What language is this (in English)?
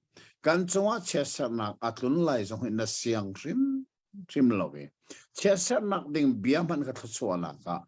Hakha Chin